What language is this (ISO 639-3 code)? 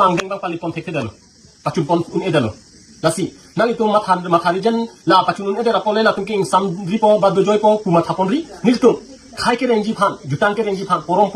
mjw